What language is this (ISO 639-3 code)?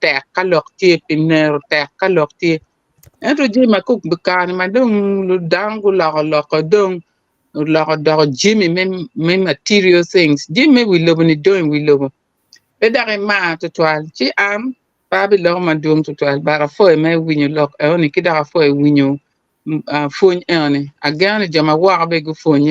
ach